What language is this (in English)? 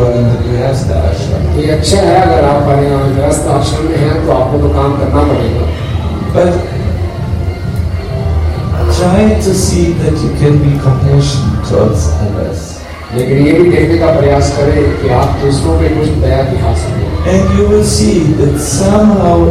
Hindi